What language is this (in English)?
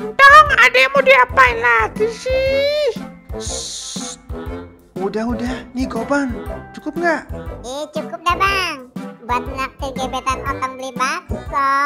Betawi